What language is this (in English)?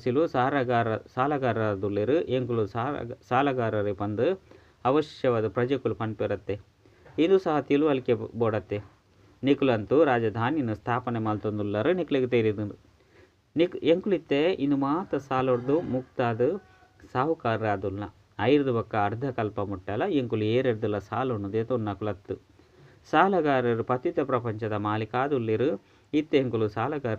Tulu